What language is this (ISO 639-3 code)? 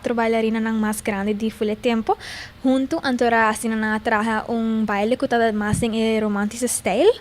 pap